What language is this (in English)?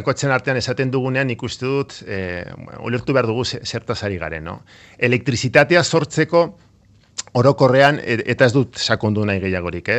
Basque